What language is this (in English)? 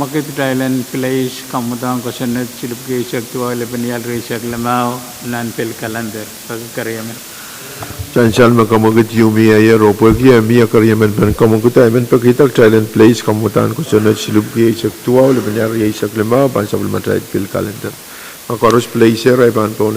Pohnpeian